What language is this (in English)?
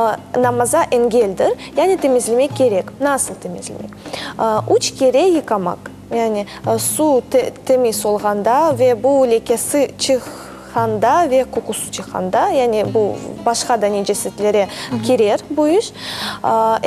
Crimean Tatar